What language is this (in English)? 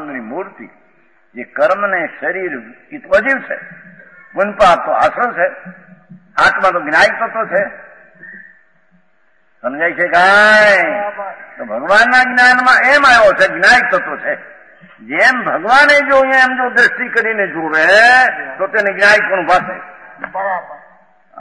Gujarati